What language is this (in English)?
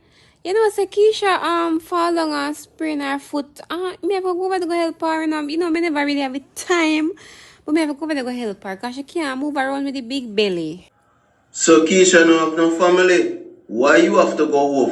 Jamaican Creole English